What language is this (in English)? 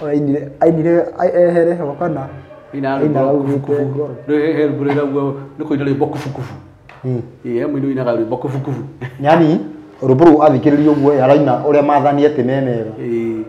Kikuyu